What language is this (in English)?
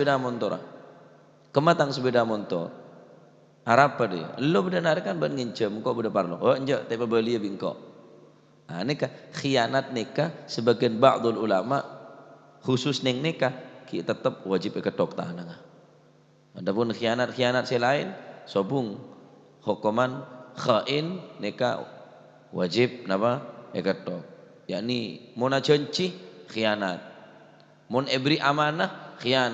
Madurese